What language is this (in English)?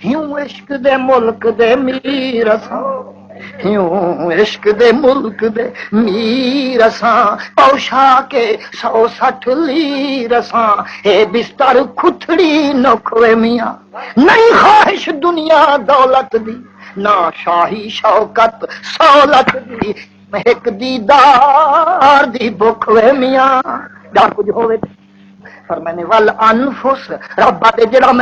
Saraiki